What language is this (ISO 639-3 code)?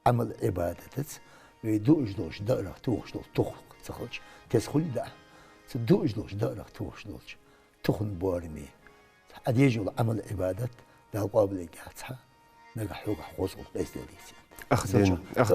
inh